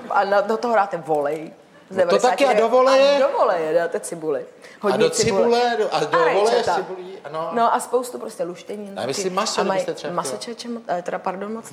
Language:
Czech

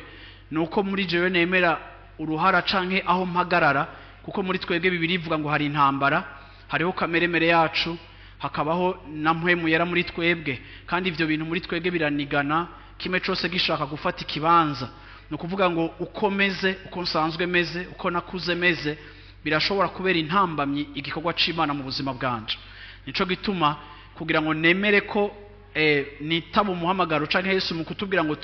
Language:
Rundi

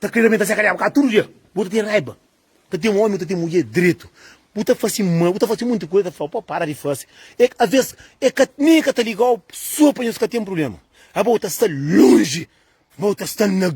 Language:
Kabuverdianu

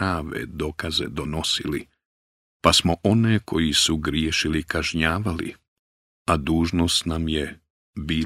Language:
Bosnian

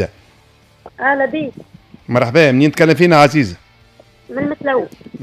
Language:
Tunisian Arabic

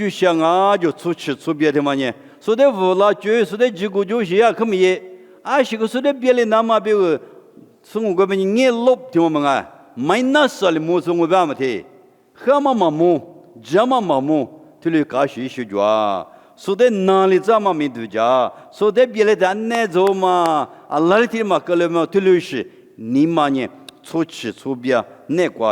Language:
Lisu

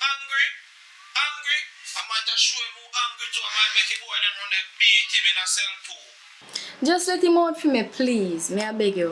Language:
Jamaican Creole English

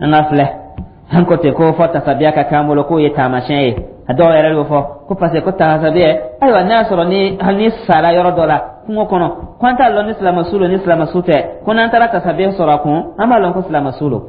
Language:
Dyula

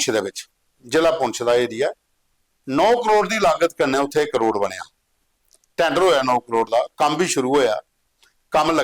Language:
Dogri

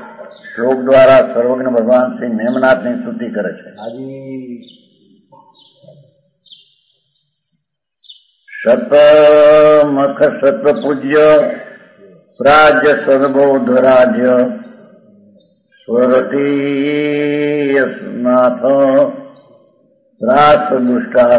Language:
Gujarati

